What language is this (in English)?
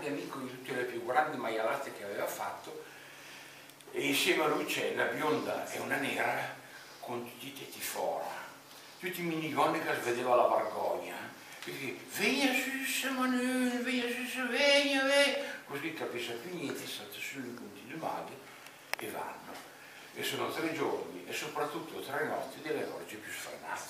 Italian